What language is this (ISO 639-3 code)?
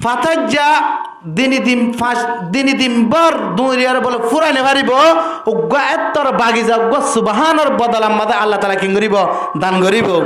rhg